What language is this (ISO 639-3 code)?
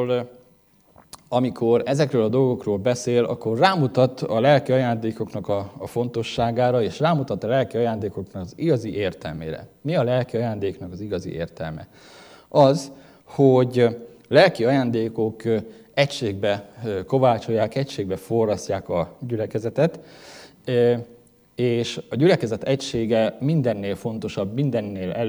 hun